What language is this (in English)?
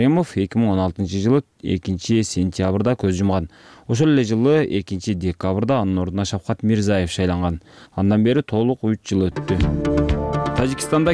Kyrgyz